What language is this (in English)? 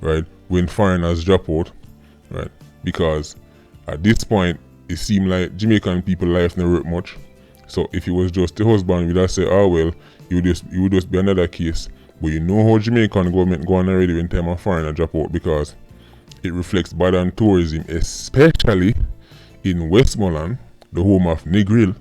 Jamaican Creole English